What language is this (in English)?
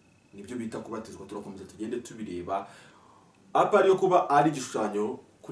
Kinyarwanda